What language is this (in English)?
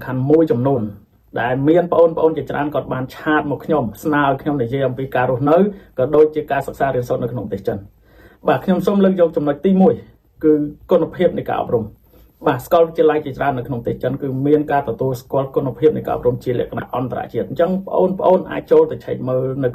Khmer